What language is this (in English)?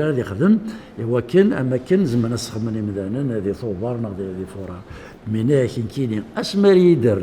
Kabyle